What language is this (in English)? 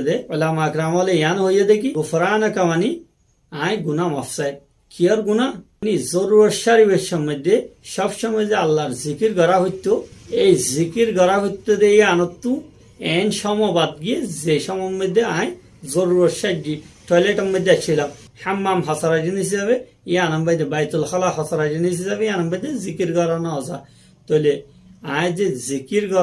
Rohingya